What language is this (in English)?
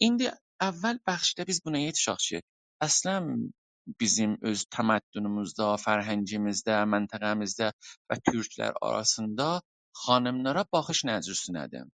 South Azerbaijani